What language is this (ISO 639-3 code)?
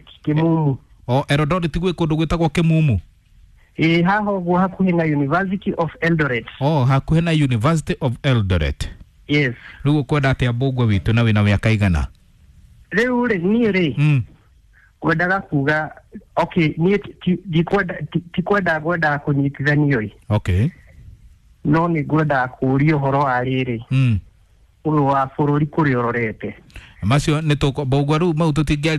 kik